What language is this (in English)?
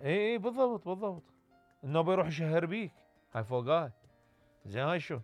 Mesopotamian Arabic